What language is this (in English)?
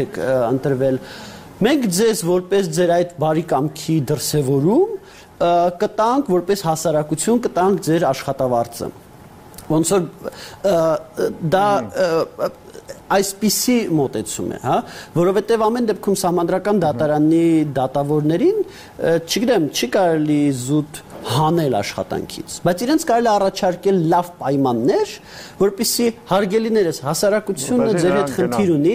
Armenian